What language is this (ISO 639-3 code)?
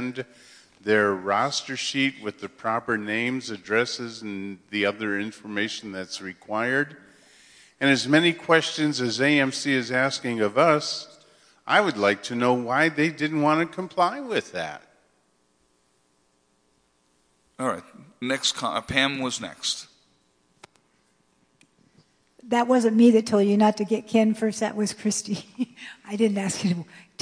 eng